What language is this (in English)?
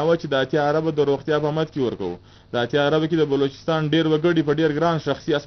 Pashto